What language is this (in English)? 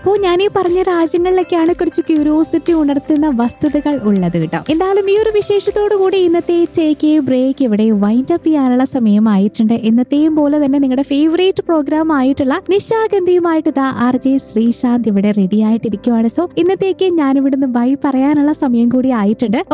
Malayalam